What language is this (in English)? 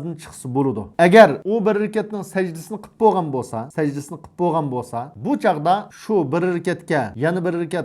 Uyghur